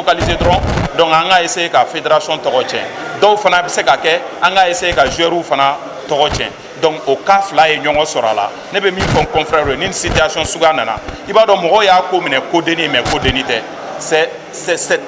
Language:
Bambara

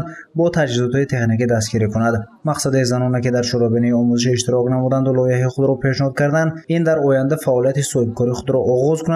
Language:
Tajik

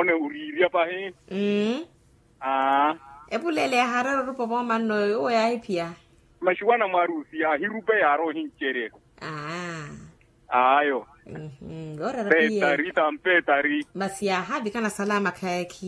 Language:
Makhuwa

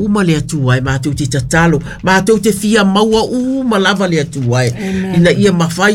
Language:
Samoan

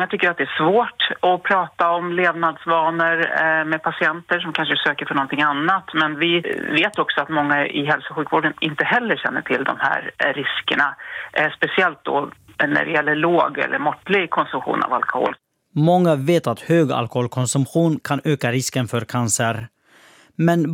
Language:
Swedish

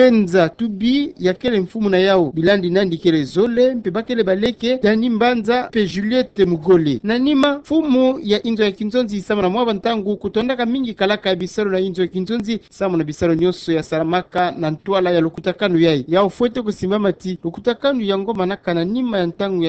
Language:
Kituba (Democratic Republic of Congo)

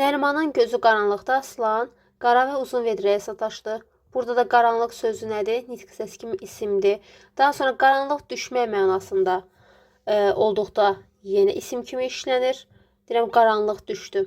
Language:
Azerbaijani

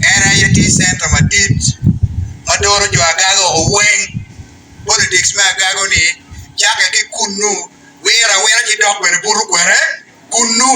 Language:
Acoli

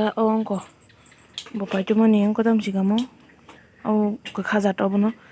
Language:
Kok Borok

